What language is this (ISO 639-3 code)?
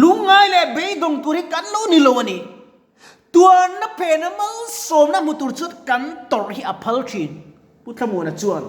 lus